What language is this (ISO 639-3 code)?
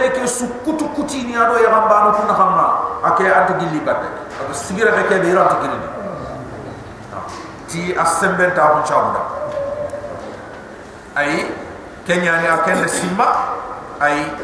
snk